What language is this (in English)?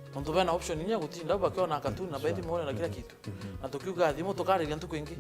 Meru